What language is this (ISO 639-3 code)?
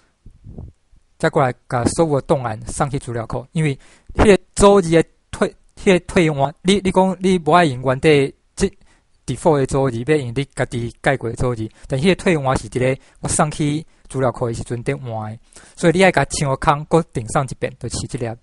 nan